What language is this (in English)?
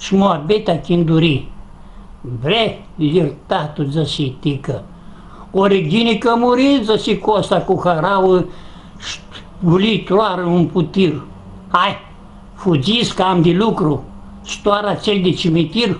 Aromanian